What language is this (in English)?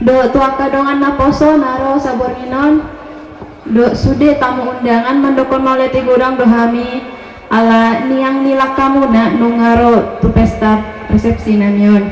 Batak Toba